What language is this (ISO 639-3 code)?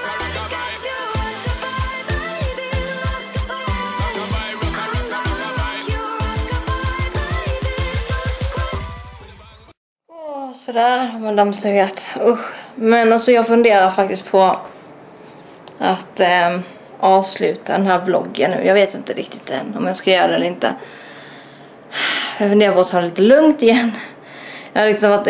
swe